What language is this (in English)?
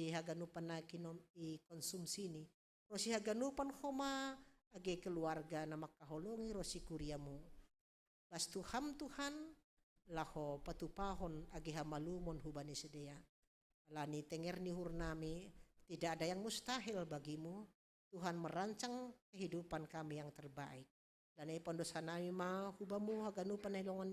Batak Simalungun